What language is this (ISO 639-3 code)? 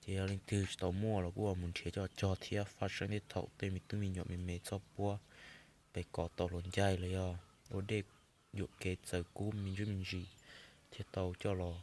hmn